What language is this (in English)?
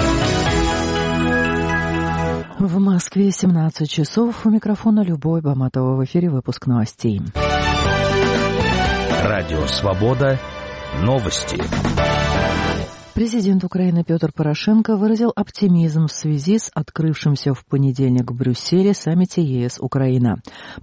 Russian